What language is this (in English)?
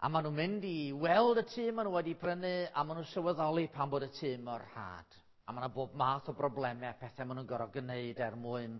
Welsh